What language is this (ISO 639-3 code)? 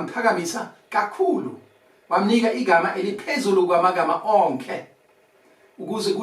zul